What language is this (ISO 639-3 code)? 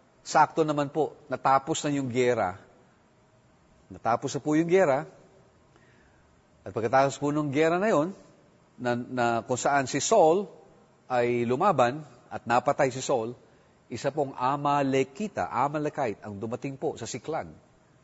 fil